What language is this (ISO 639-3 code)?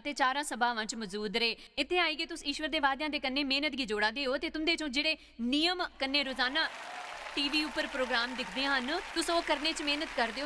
doi